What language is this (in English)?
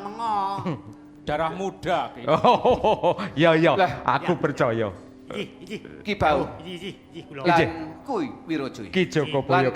Javanese